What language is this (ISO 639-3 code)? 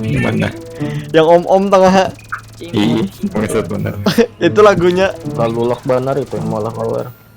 bjn